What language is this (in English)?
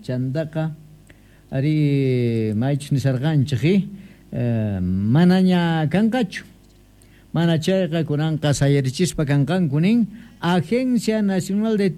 South Bolivian Quechua